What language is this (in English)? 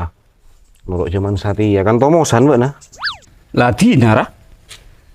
Madurese